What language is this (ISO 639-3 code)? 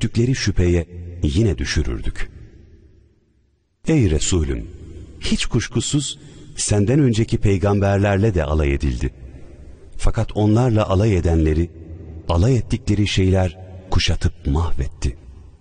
tur